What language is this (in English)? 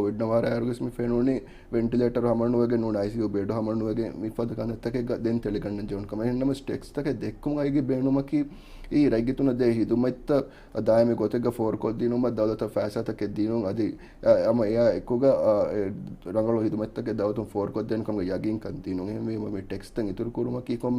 Divehi